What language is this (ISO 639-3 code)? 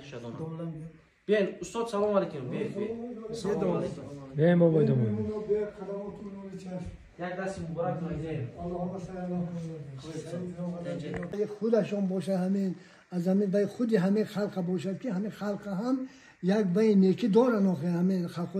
tgk